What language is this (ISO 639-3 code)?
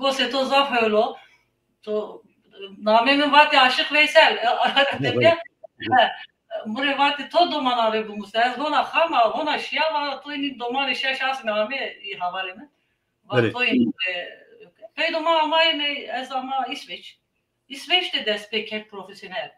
zza